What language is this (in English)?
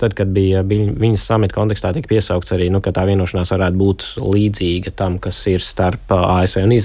Latvian